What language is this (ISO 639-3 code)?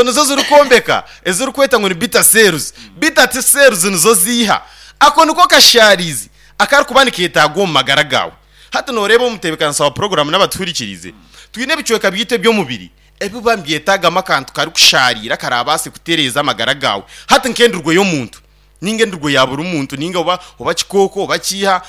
nyn